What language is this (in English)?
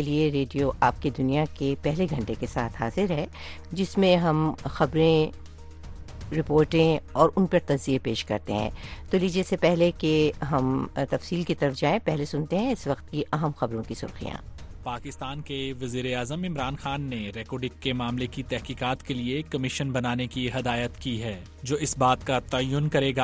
Urdu